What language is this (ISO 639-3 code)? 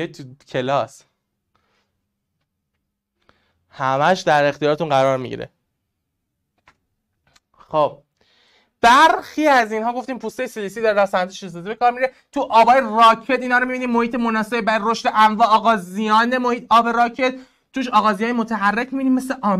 fas